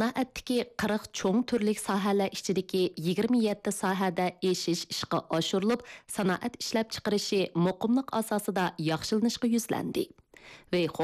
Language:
Uyghur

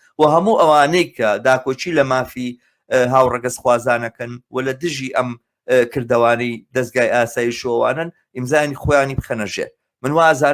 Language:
Central Kurdish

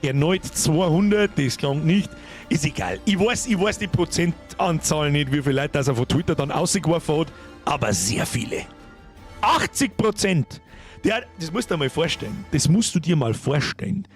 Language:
Bavarian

